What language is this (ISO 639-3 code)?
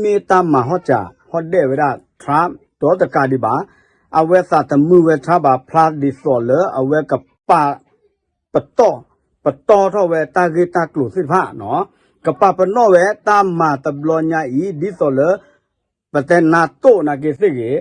ksw